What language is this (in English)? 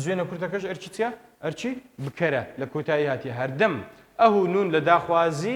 Central Kurdish